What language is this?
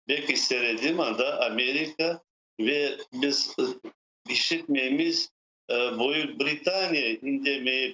Crimean Tatar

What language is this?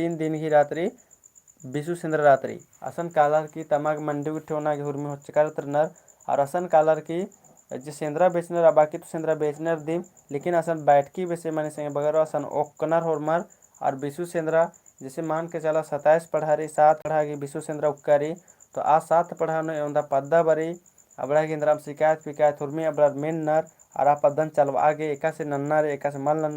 Kurukh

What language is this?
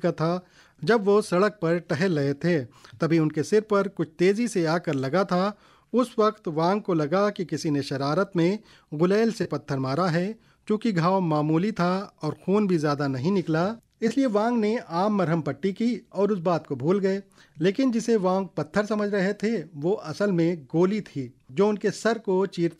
Urdu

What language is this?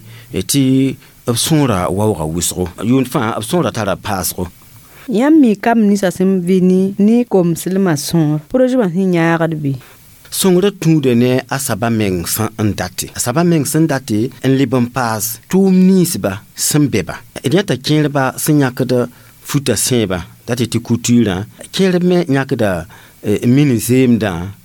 Mossi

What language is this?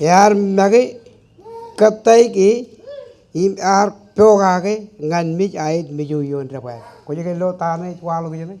Marshallese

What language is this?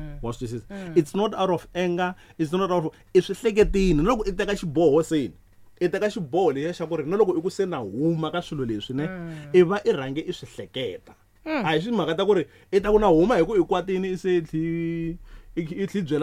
Tsonga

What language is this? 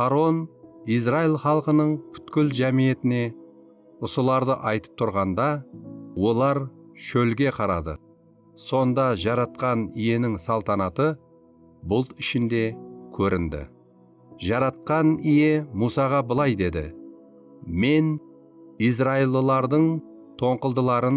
Kara-Kalpak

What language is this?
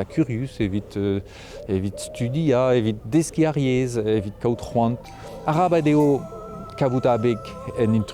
Breton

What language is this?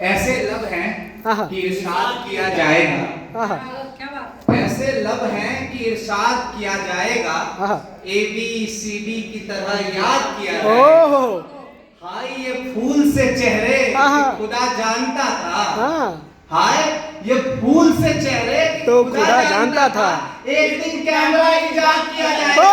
Maithili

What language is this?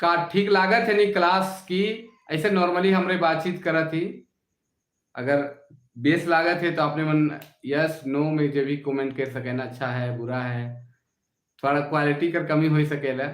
Sadri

